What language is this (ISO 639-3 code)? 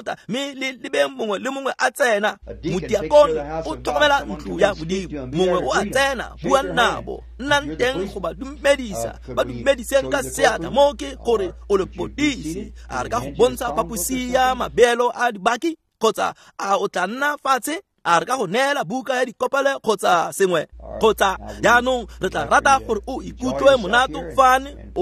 tsn